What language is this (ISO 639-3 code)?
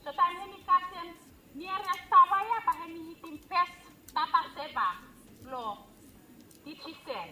bis